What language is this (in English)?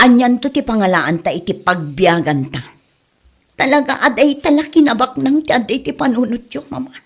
Iloko